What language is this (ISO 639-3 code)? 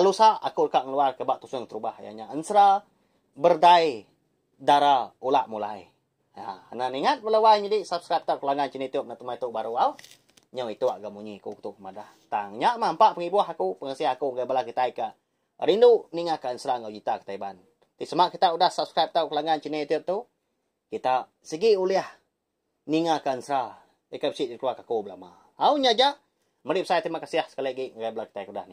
iba